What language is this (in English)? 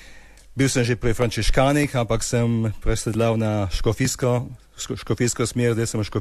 Slovenian